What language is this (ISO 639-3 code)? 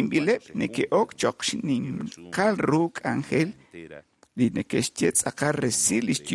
kek